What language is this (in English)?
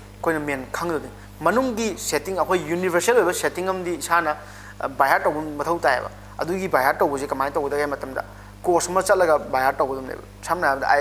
Manipuri